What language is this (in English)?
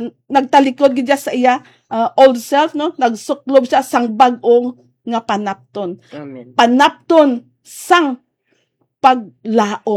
Hiligaynon